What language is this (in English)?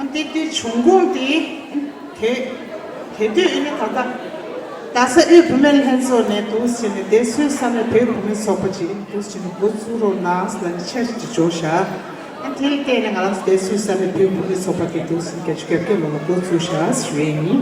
Tibetan